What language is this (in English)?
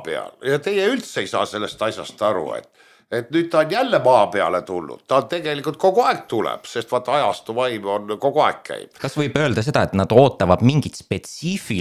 Estonian